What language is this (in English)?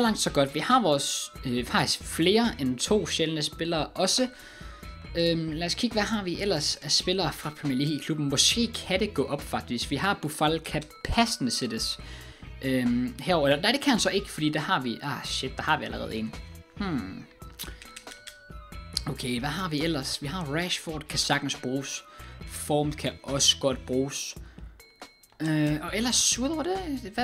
Danish